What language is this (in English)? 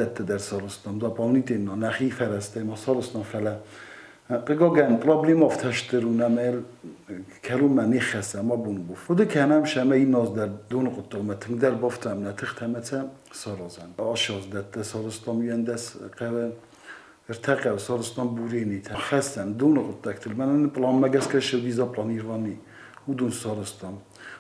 Ossetic